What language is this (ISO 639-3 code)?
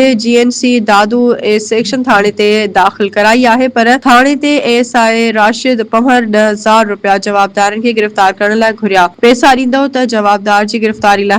snd